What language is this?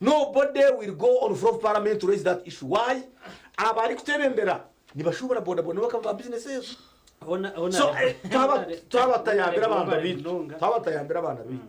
Nyankole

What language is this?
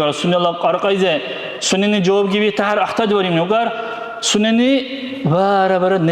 Dargwa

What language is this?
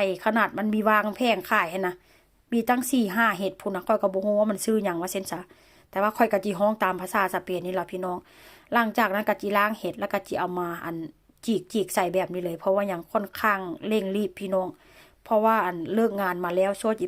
Lao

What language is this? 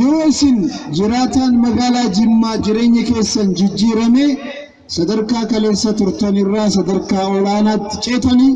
Oromo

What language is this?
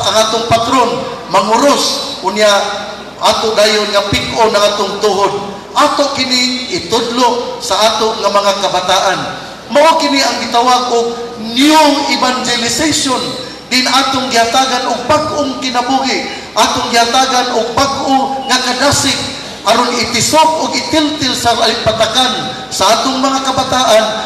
Cebuano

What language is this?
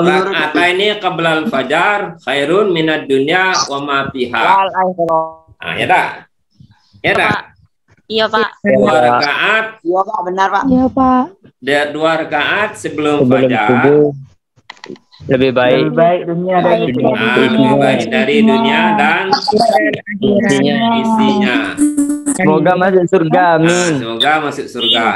Indonesian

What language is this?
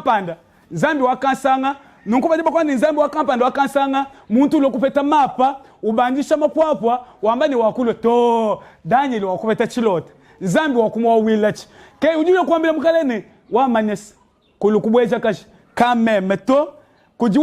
Luba-Lulua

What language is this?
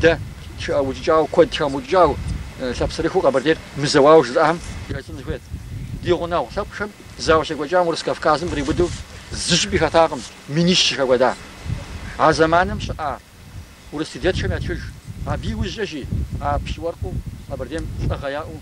Kabardian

